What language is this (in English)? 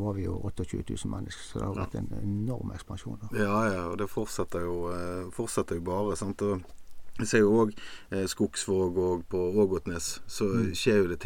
Norwegian